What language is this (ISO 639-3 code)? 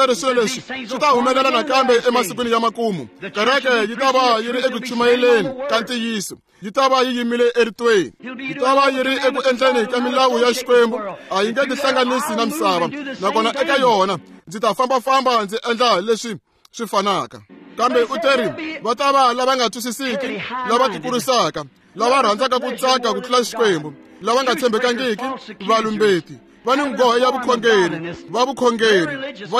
tso